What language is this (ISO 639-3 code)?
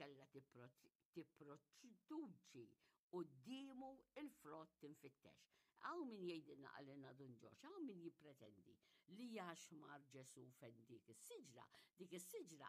mlt